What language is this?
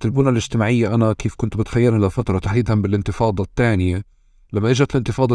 North Levantine Arabic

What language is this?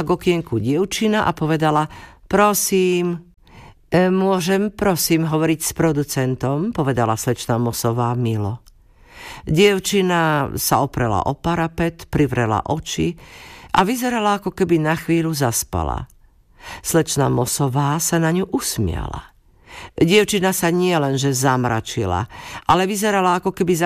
Slovak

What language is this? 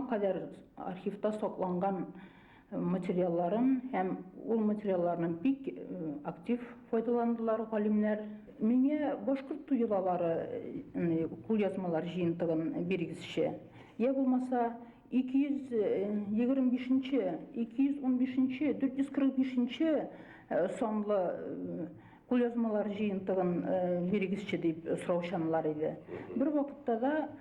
Bashkir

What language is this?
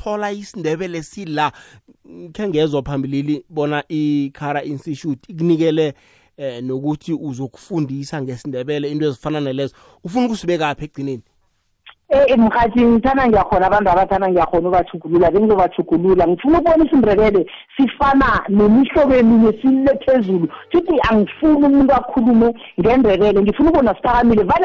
South Ndebele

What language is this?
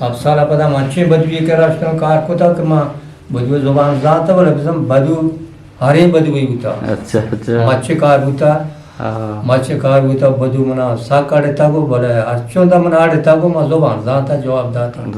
Eastern Balochi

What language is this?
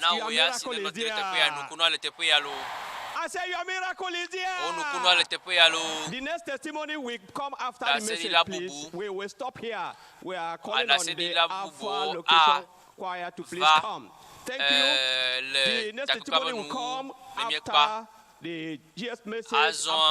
Ewe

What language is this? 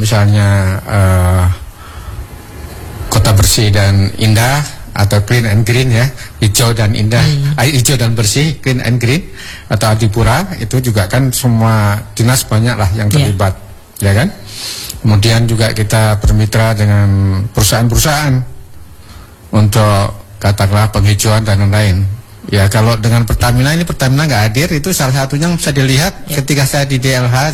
Indonesian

